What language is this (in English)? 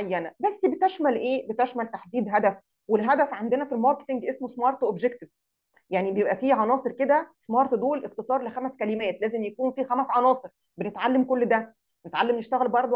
Egyptian Arabic